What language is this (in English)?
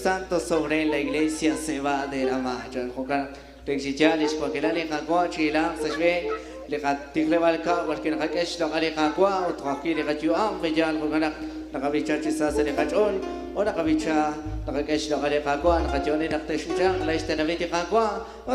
Kekchí